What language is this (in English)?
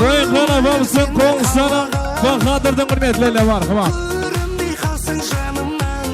Kara-Kalpak